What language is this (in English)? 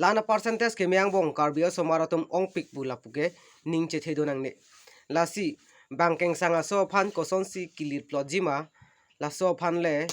Karbi